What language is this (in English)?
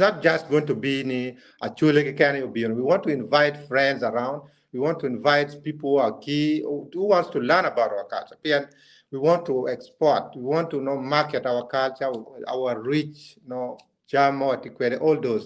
Acoli